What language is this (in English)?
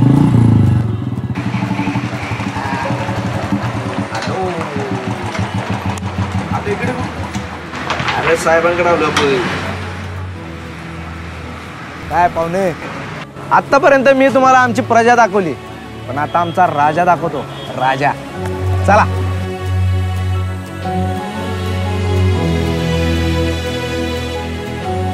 Marathi